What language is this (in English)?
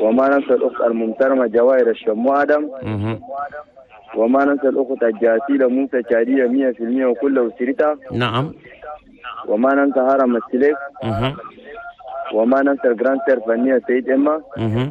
Chadian Arabic